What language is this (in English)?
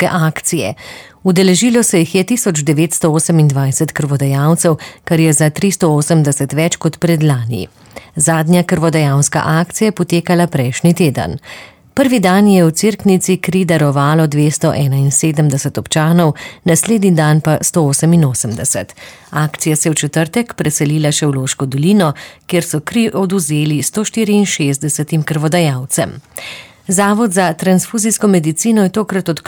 Slovenian